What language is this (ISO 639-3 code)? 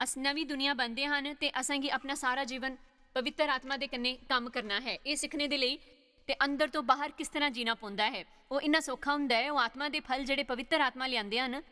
doi